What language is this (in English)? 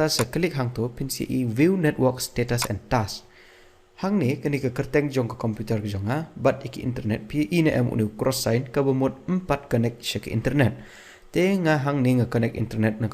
Khasi